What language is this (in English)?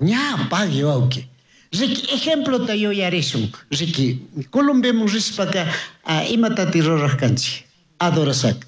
Chimborazo Highland Quichua